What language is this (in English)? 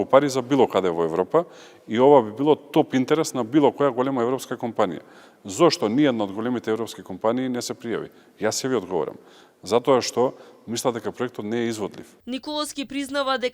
Macedonian